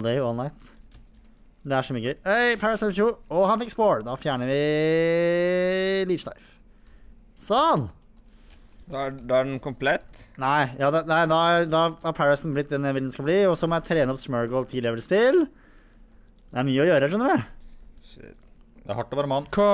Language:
Norwegian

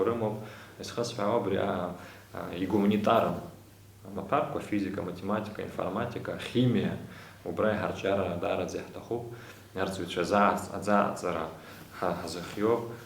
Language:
Abkhazian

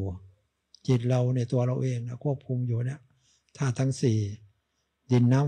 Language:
Thai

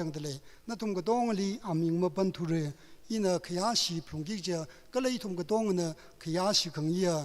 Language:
Tangkhul Naga (India)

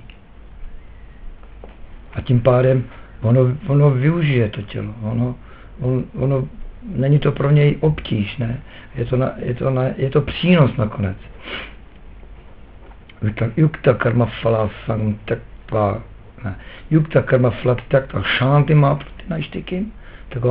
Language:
Czech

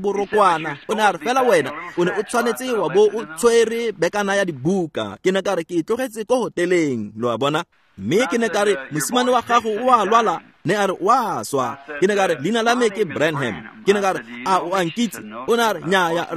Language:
Tswana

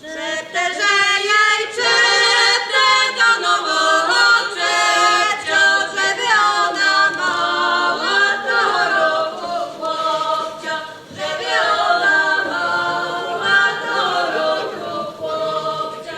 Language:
Rusyn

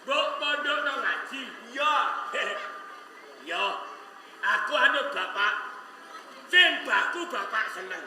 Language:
Javanese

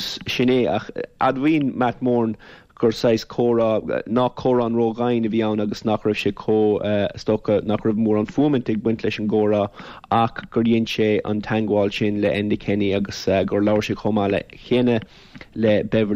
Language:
Irish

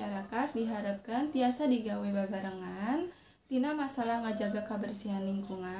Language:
Sundanese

